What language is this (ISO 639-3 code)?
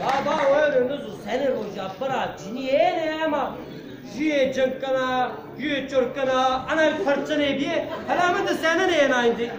zza